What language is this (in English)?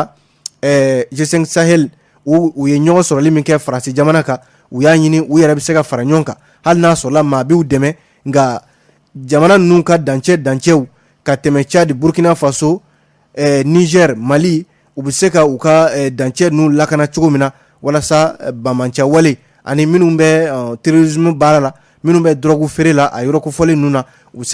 Bambara